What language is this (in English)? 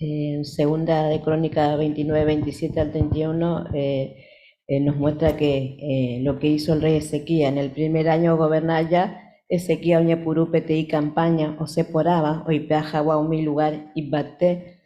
Guarani